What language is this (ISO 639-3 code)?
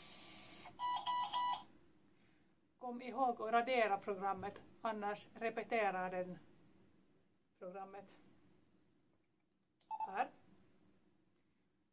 swe